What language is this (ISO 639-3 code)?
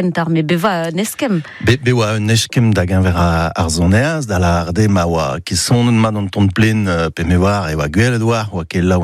bre